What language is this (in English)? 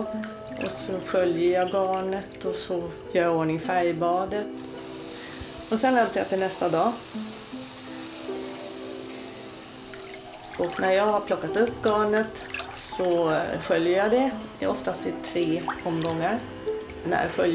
Swedish